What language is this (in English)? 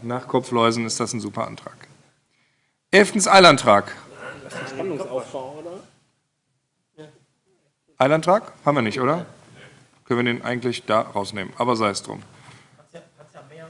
German